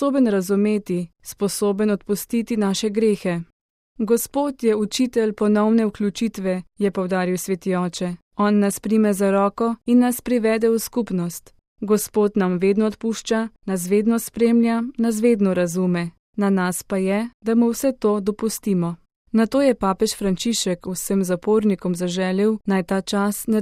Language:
Slovenian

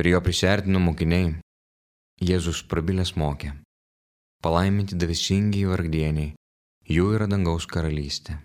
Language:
Lithuanian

